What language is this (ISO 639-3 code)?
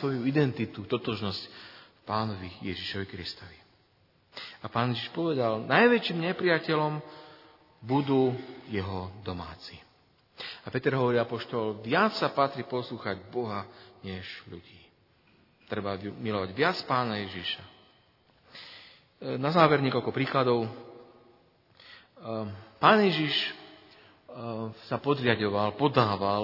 slk